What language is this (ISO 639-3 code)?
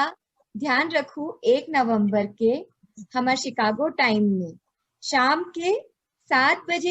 hne